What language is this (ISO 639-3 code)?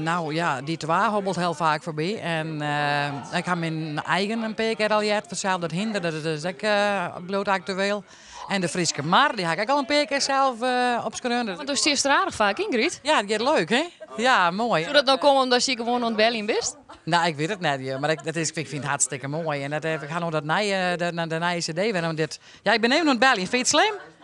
fry